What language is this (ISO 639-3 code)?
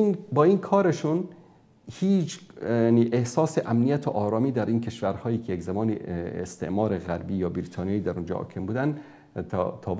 fas